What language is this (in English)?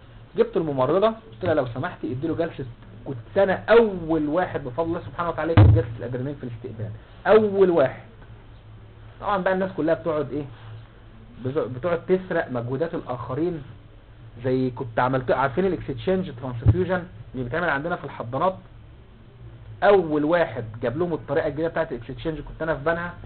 Egyptian Arabic